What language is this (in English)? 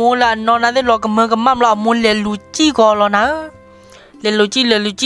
S'gaw Karen